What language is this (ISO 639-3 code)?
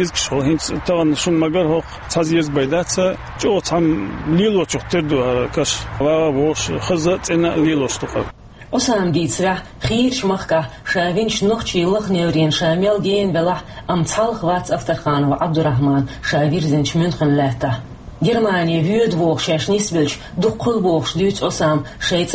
che